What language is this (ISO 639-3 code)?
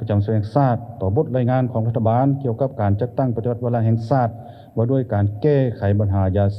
lao